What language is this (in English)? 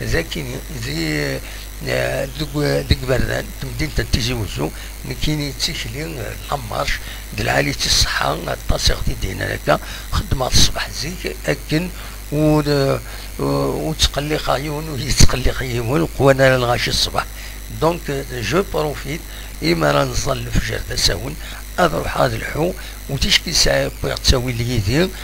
Kabyle